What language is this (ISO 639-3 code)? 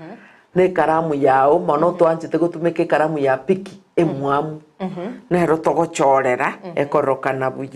guz